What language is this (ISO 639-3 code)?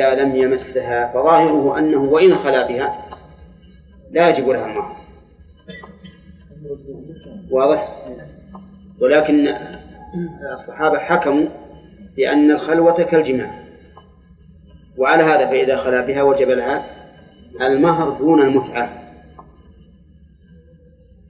ara